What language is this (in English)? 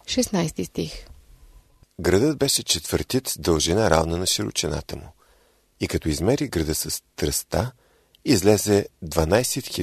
Bulgarian